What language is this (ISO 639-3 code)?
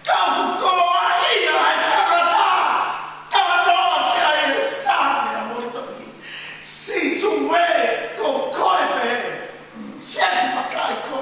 ton